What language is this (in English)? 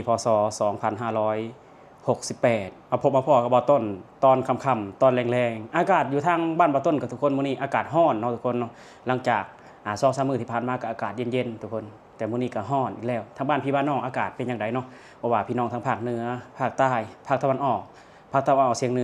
Lao